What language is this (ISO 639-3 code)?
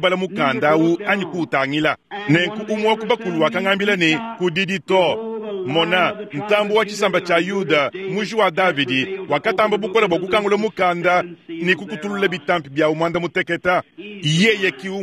lua